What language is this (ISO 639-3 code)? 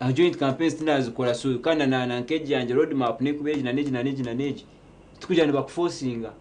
nyn